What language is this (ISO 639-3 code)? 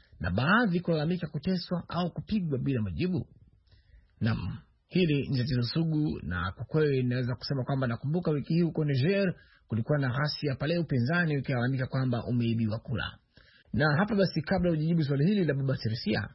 swa